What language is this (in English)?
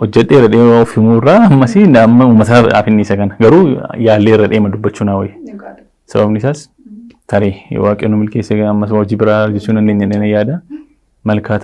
Oromo